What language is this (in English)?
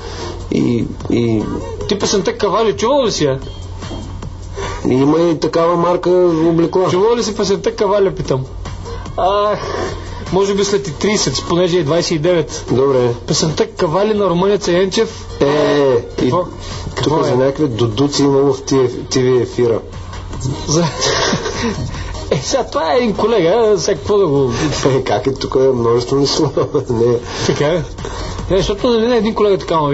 Bulgarian